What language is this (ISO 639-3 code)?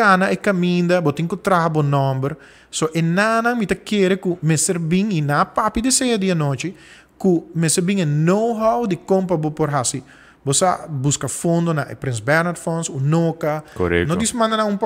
pap